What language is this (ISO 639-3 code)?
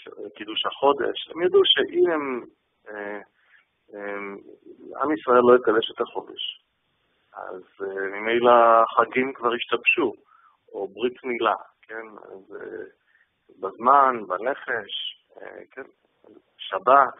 heb